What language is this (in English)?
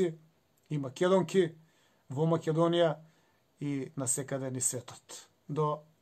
Macedonian